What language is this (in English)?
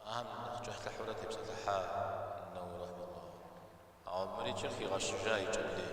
Kabardian